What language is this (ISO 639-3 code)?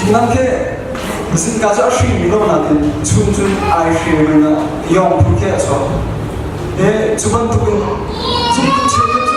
cnh